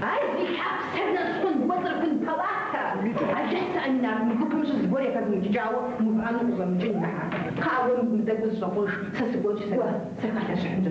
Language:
Kabardian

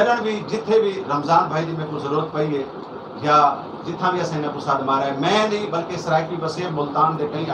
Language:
Saraiki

